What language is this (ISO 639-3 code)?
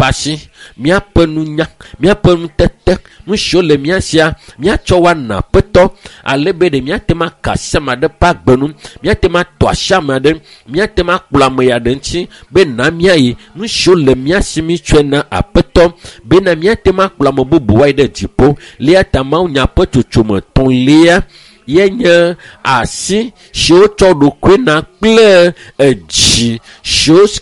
ewe